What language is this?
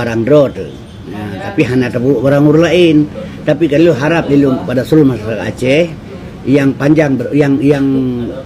Achinese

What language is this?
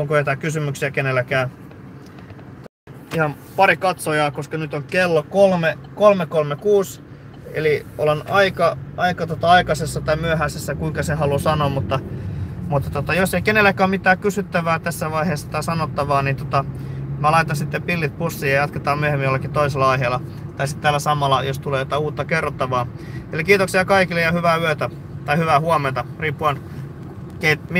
Finnish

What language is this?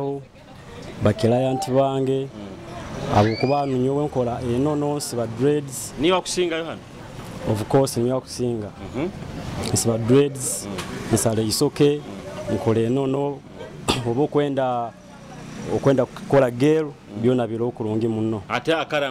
Nyoro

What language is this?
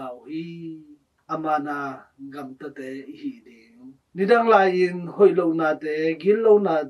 Tedim Chin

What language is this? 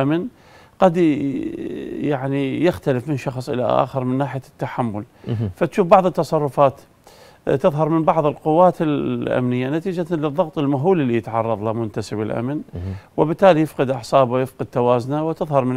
Mesopotamian Arabic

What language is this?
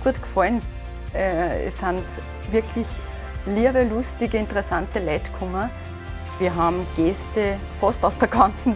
Bavarian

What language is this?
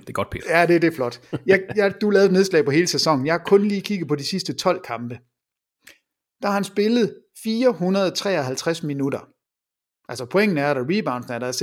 Danish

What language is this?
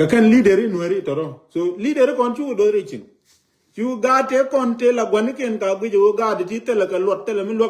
Nuer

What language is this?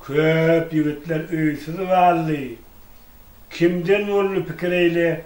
Turkmen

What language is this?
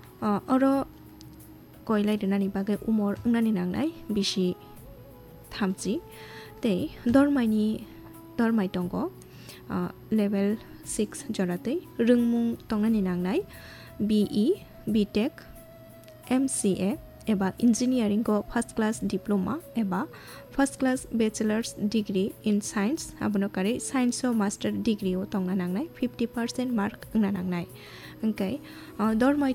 Kok Borok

